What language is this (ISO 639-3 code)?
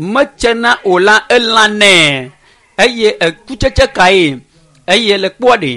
ewe